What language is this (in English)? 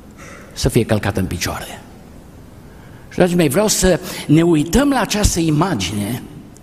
Romanian